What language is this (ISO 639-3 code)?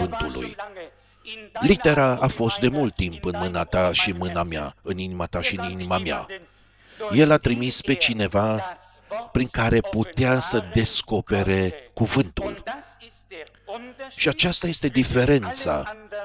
ron